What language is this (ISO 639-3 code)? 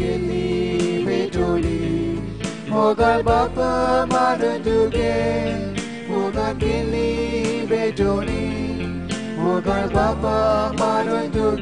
kok